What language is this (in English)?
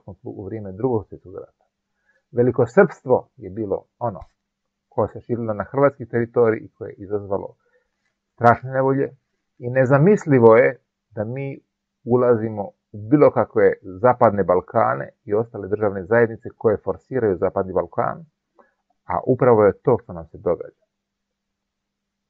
Croatian